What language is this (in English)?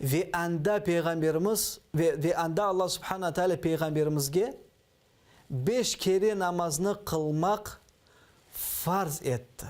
Crimean Tatar